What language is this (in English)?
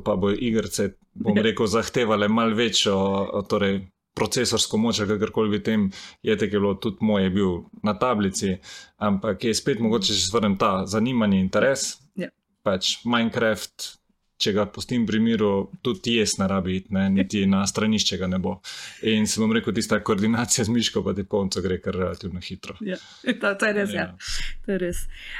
Slovenian